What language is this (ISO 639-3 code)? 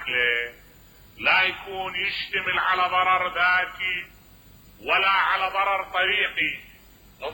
acm